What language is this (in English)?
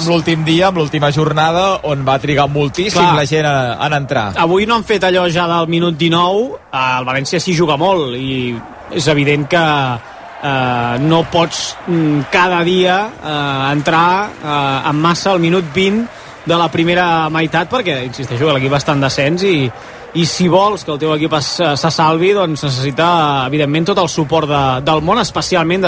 Catalan